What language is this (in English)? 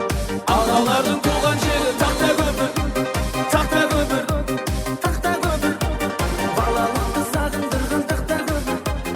Kara-Kalpak